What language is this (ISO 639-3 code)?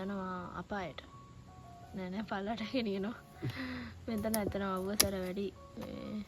sin